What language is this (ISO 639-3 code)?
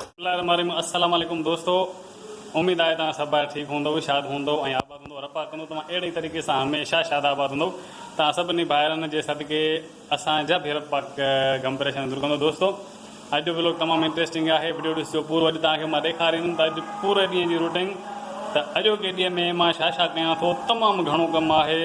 snd